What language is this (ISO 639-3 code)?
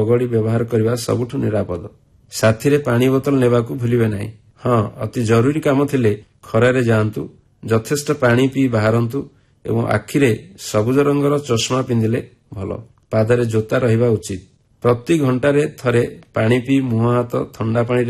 ori